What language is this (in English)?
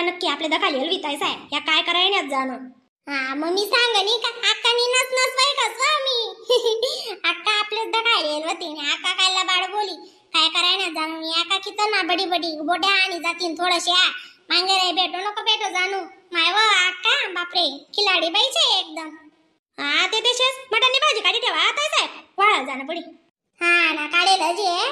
Khandesi